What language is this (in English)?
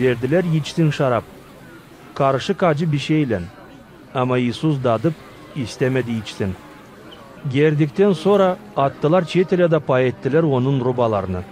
Gagauz